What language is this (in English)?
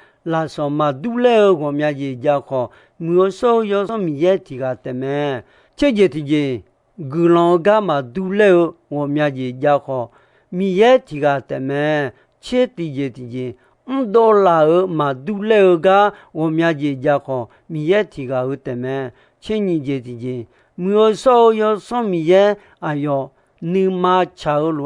Akha